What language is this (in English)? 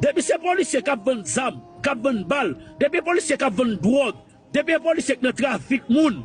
Haitian Creole